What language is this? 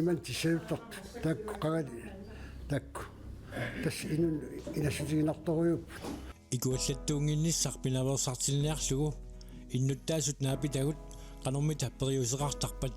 Kalaallisut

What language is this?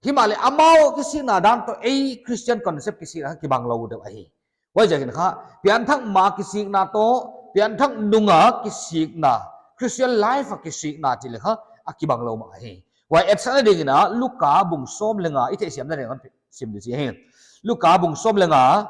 Paite Chin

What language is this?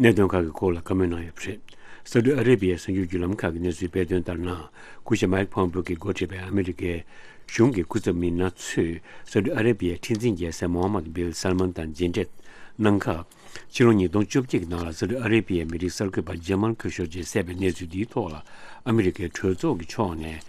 Tibetan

